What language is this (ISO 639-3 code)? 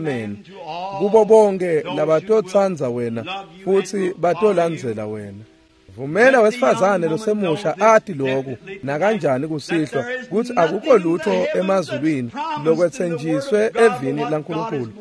ssw